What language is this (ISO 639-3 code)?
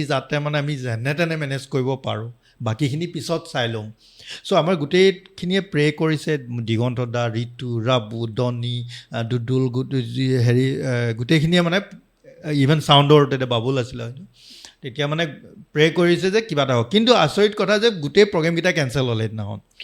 asm